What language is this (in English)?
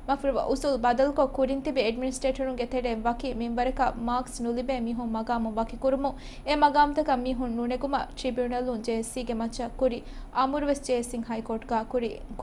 Divehi